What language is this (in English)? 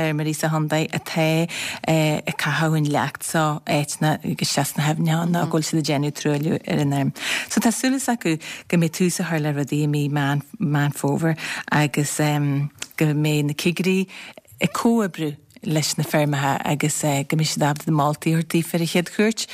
Irish